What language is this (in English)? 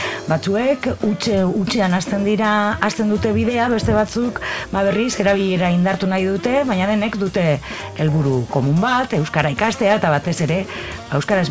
Basque